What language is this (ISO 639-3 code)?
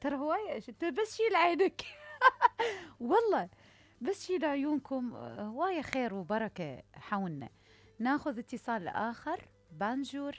acm